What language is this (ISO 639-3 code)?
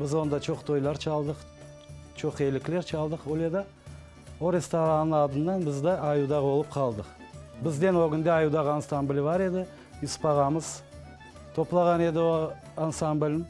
crh